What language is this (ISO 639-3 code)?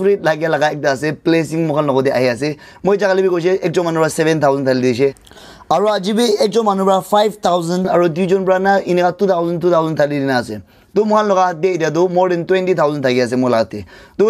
nag